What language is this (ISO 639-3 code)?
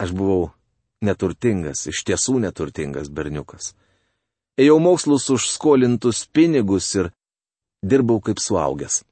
lit